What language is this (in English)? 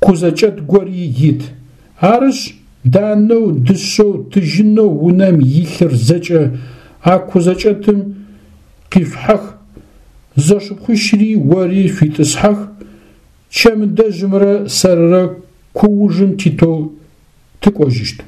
Adyghe